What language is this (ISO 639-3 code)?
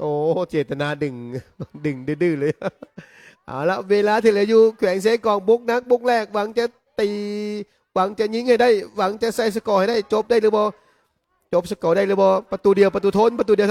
lao